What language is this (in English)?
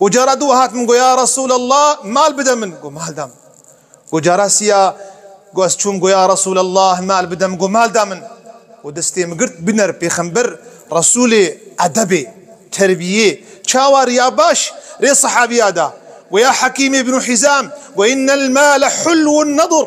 Kurdish